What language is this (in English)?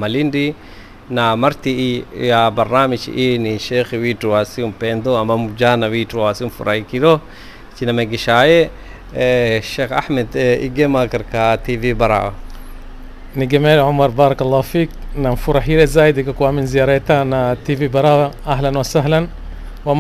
Swahili